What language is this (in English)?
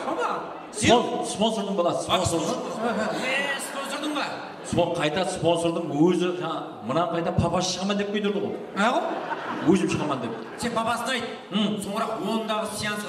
Kara-Kalpak